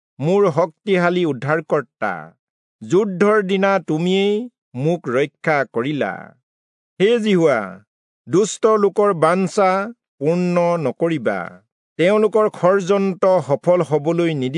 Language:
Assamese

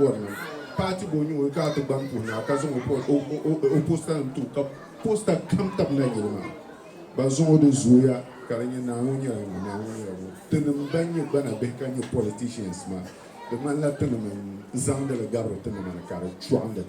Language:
Dagbani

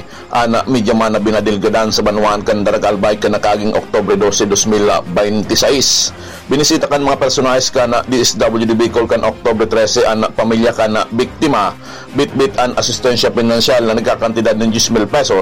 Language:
Bikol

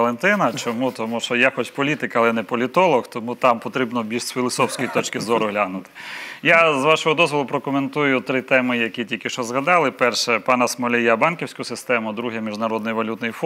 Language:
Ukrainian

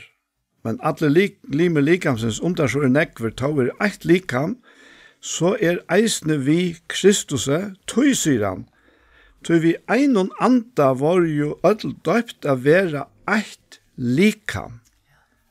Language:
Faroese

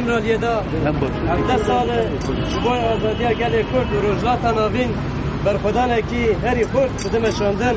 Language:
Kurdish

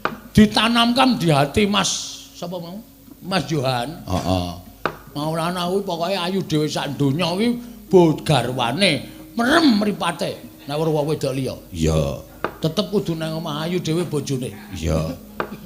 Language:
Javanese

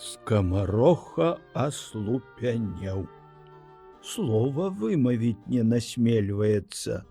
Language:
Belarusian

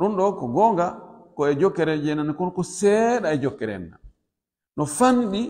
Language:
Pular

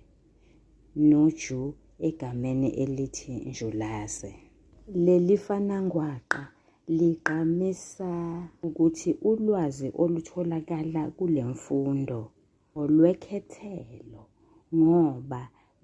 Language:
Zulu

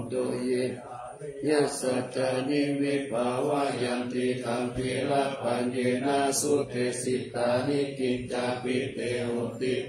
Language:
Pali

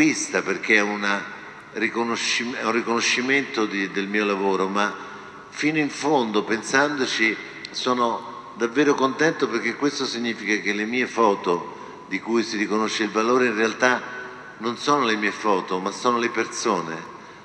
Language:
Italian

